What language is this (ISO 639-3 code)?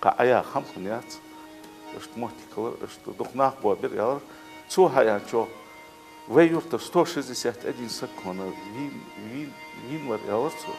inh